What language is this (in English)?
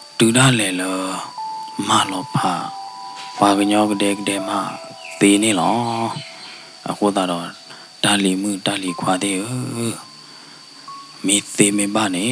S'gaw Karen